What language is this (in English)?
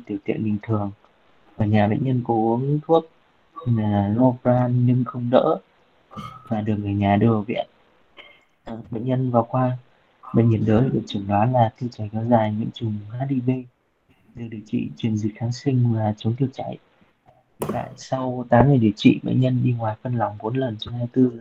Vietnamese